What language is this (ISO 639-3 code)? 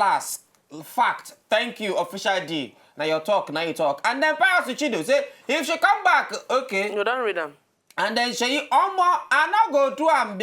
pcm